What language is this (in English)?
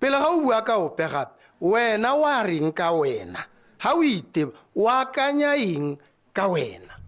Tswana